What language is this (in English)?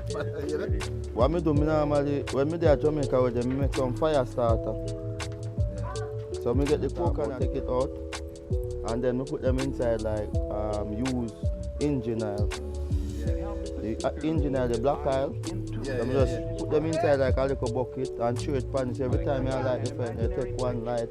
Jamaican Creole English